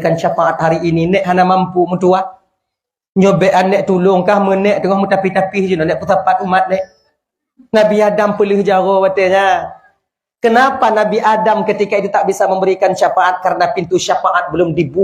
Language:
Achinese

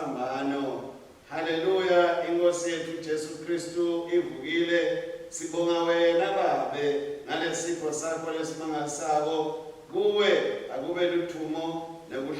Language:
Swati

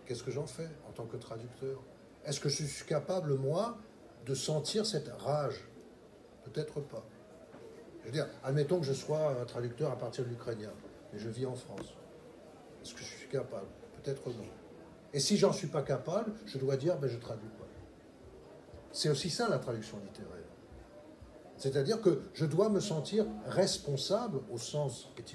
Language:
French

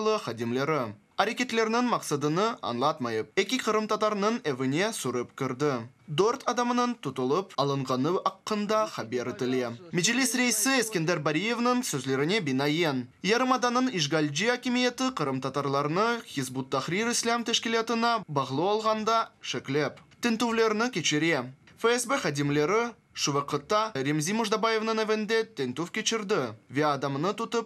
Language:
Crimean Tatar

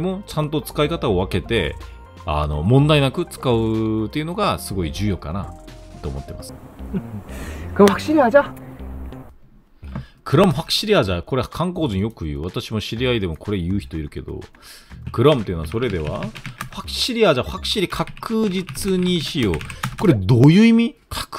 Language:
Japanese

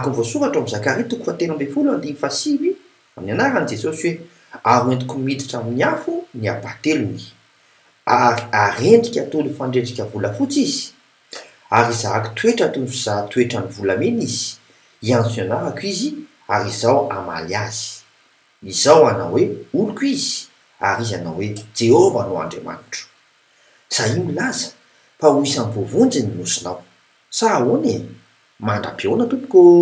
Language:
Malagasy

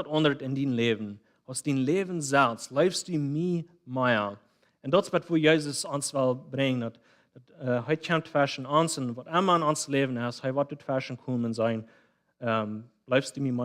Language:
Plautdietsch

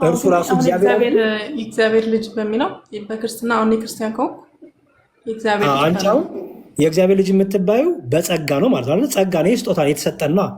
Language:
Amharic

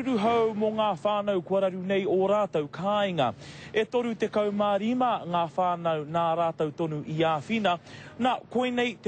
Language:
Māori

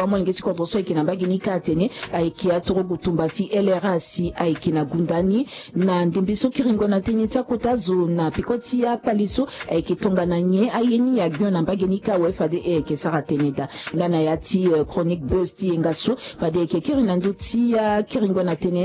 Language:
Sango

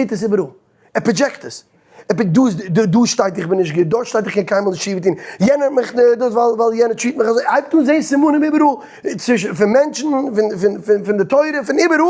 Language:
Yiddish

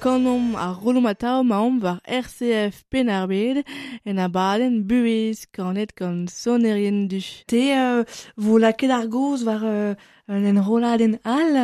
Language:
Breton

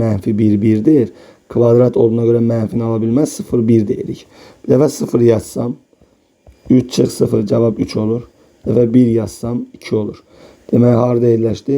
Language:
Azerbaijani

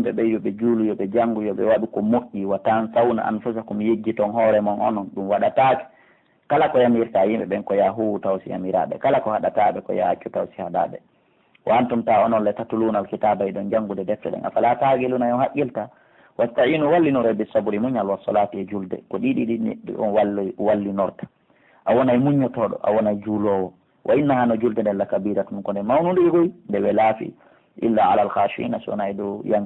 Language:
Pular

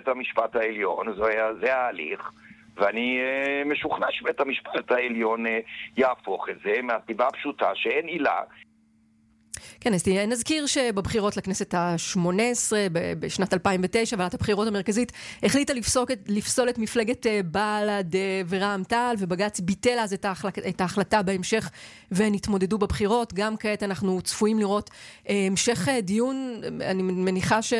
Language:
Hebrew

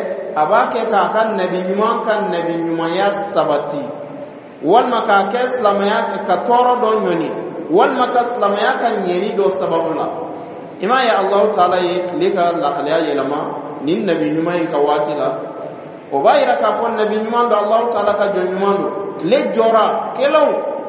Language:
Dyula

